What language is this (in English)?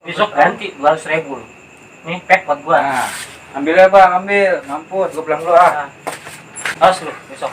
Betawi